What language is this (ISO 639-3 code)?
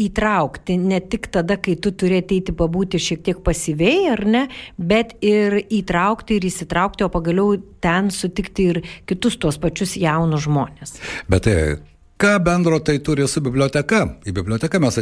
lit